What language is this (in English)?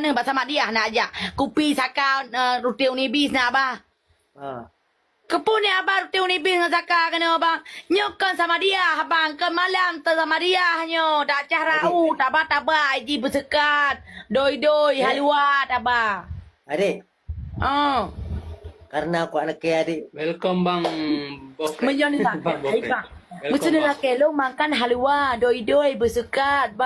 Achinese